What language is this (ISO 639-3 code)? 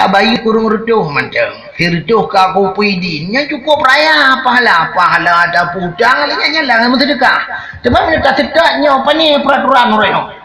ace